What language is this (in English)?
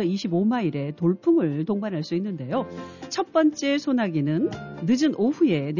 Korean